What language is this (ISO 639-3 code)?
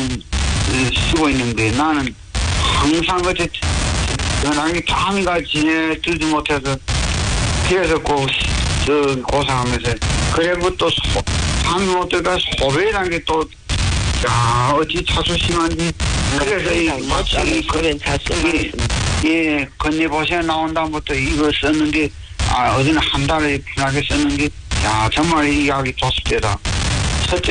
kor